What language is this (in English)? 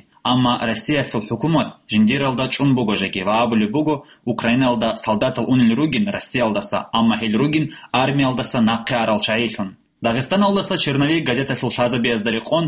Avaric